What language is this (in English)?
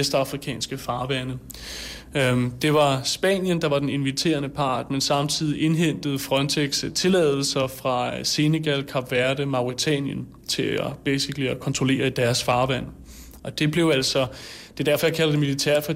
Danish